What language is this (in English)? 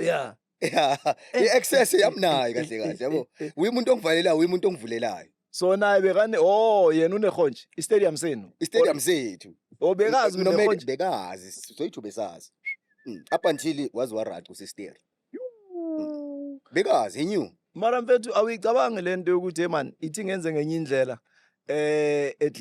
Zulu